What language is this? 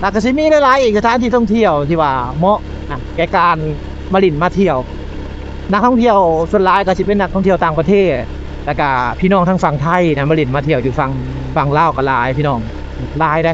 Lao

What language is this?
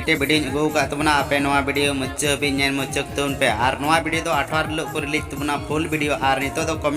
Santali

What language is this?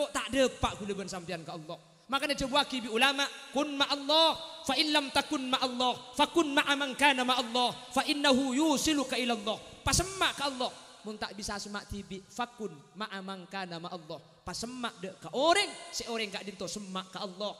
Madurese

